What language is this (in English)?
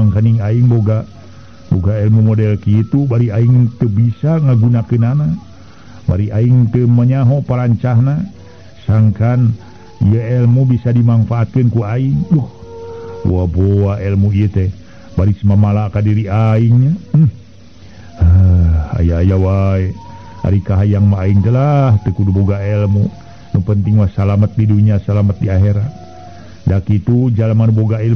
Sundanese